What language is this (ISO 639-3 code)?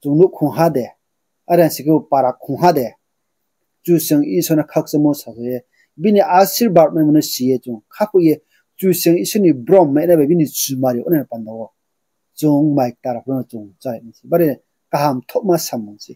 ria